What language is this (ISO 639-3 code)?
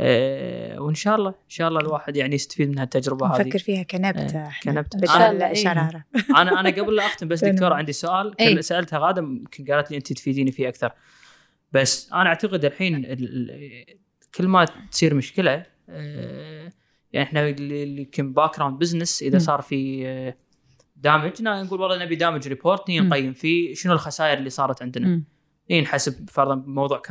afb